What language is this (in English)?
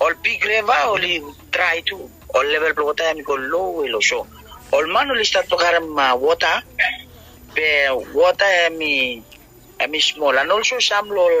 Bislama